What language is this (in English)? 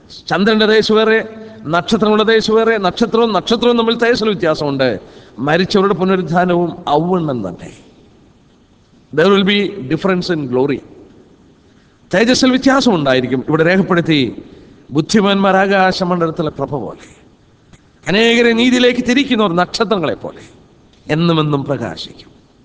Malayalam